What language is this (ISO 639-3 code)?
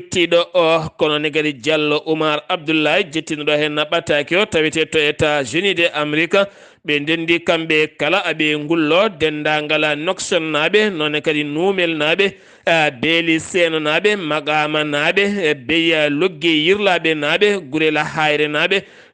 ful